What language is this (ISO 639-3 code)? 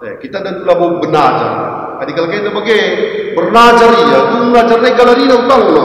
btx